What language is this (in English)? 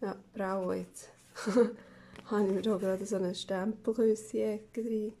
Swiss German